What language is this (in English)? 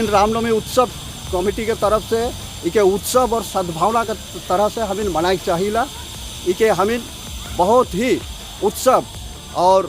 Sadri